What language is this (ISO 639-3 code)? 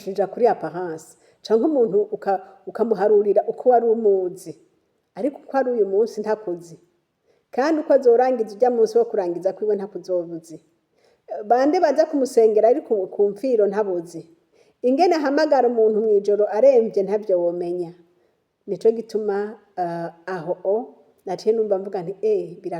run